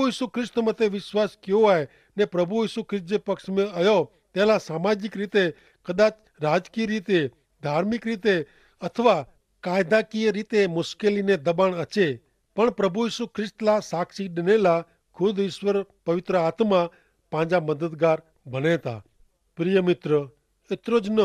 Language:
Kachhi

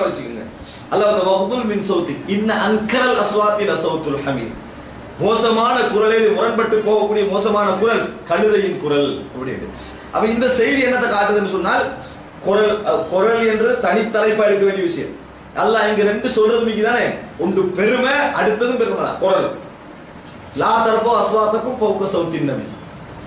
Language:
Tamil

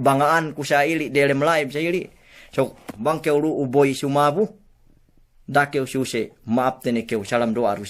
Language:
Yakan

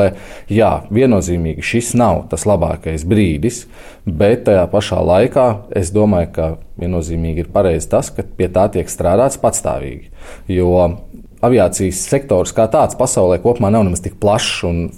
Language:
Latvian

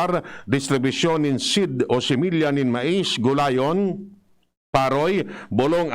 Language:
Bikol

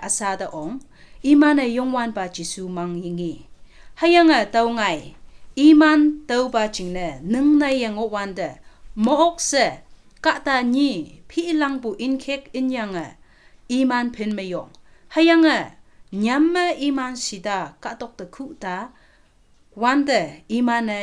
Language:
Konyak Naga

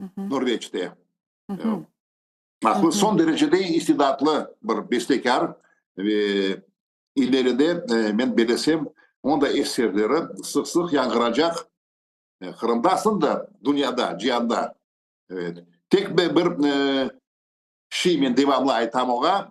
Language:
Crimean Tatar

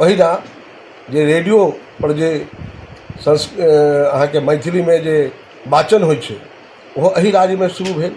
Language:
Maithili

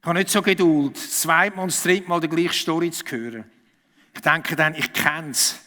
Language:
Swiss German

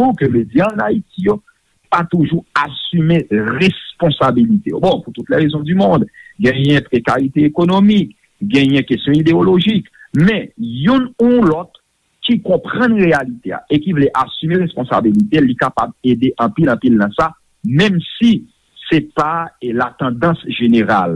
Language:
Haitian Creole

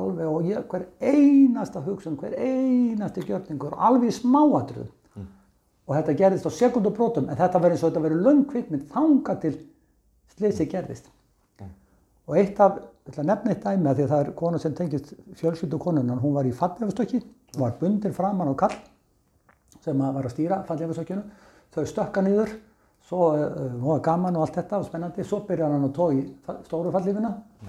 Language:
Icelandic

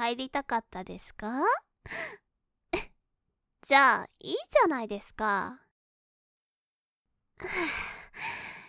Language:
Japanese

